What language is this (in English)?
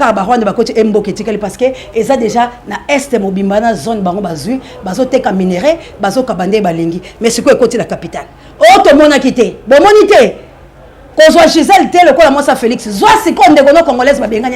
Lingala